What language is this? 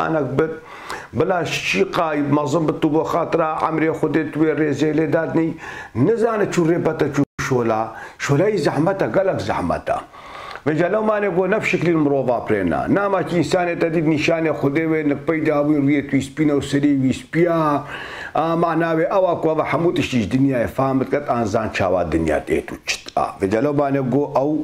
Kurdish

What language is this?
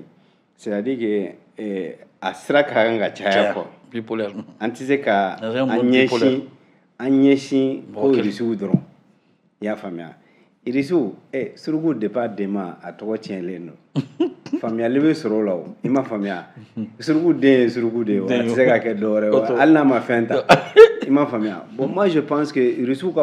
Bambara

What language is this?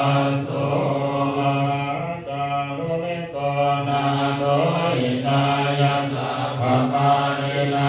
Pali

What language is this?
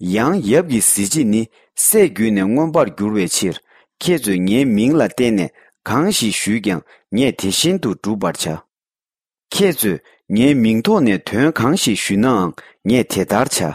Tibetan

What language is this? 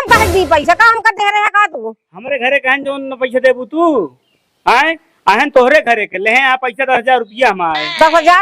Awadhi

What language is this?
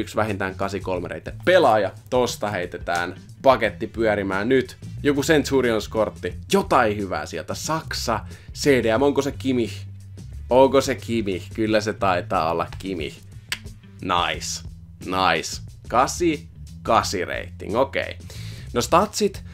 Finnish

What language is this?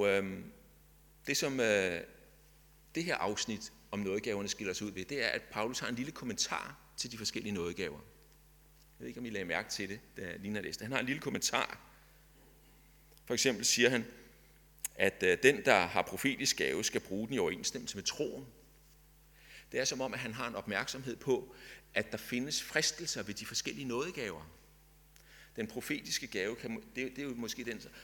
Danish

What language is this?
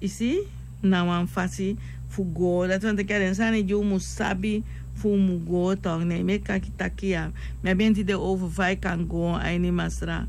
Sranan Tongo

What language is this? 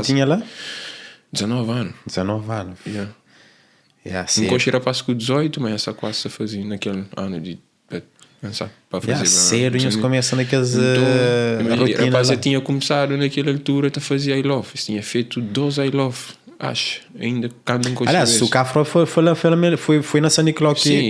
Kabuverdianu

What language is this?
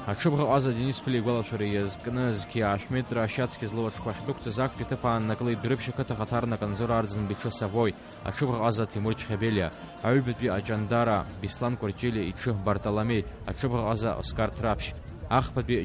Abkhazian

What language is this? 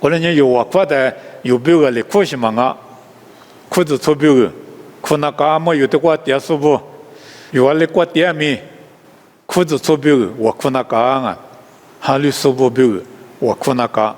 Lisu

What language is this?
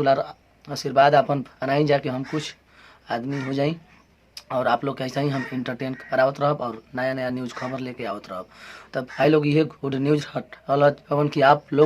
Bhojpuri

